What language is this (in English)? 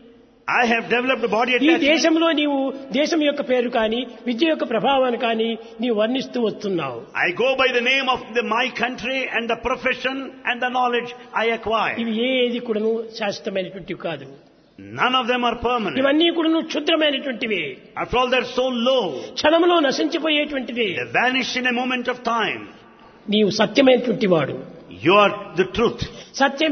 Telugu